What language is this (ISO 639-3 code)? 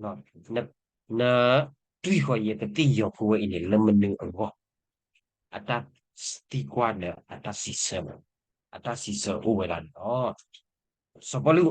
ksw